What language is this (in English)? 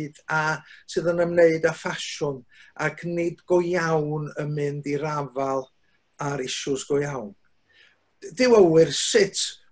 Welsh